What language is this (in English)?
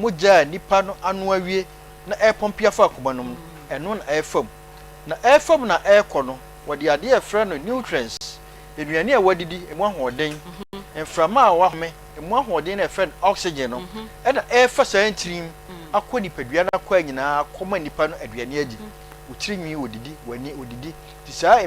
Akan